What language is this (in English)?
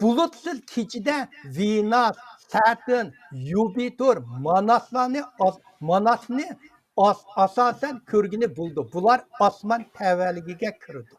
Uyghur